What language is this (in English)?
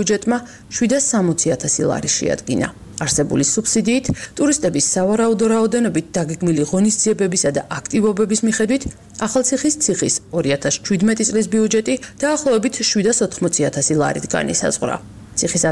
Georgian